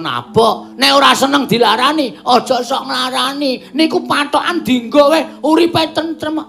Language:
Javanese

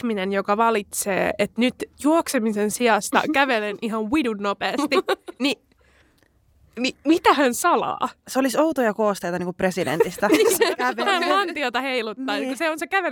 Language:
Finnish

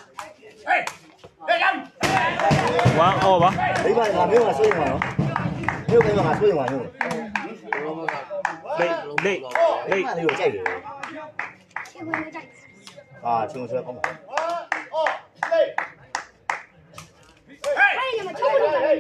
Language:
Burmese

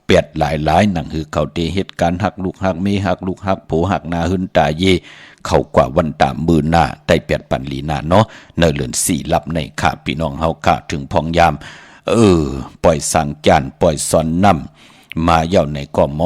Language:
Shan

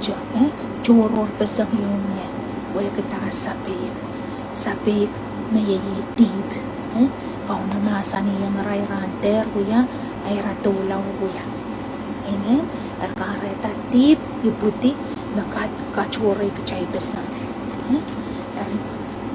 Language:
Pohnpeian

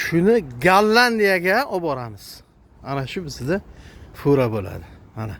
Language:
Uzbek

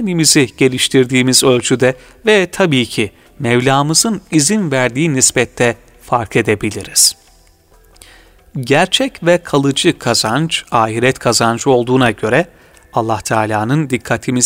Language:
Turkish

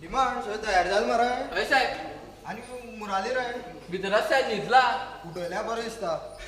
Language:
Konkani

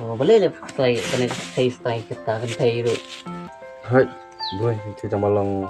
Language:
Khasi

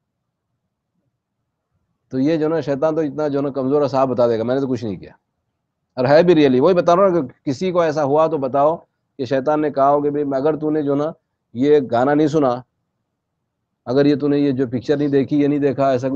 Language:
Urdu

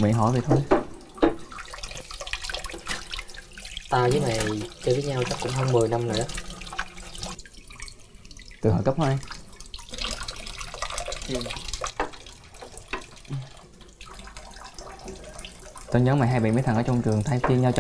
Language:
Vietnamese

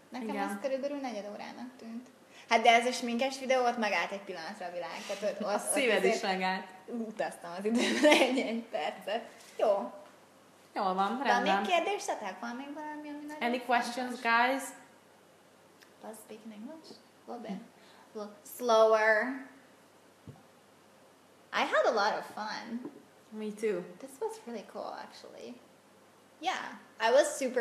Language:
Hungarian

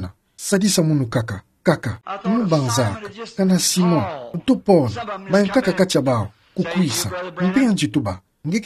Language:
Kituba (Democratic Republic of Congo)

